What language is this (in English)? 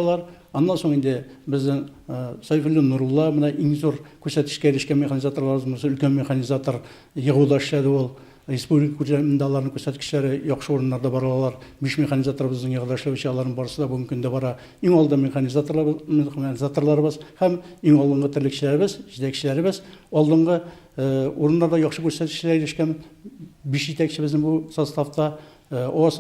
Tatar